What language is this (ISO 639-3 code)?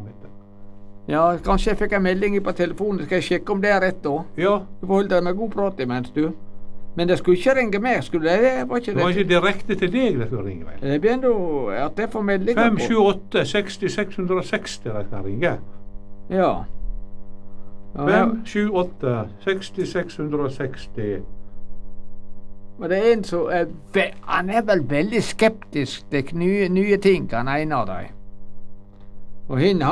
nor